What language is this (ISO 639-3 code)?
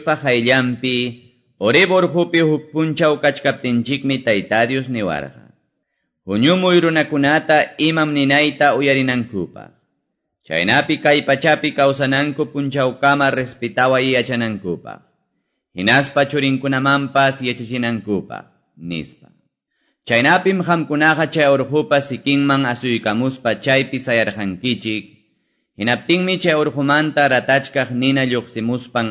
que